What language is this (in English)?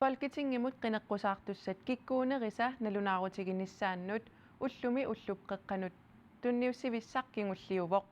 Kalaallisut